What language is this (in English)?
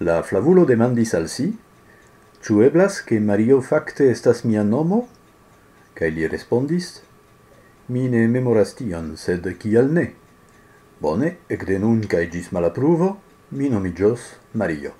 Esperanto